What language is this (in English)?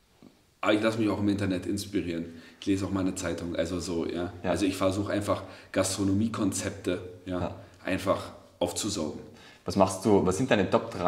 German